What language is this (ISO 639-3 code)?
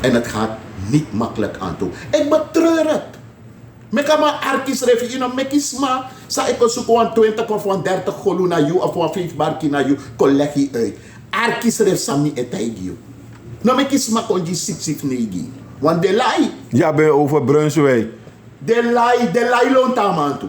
srn